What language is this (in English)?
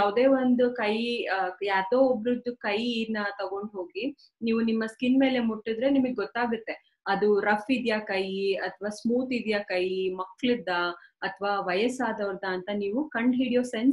Kannada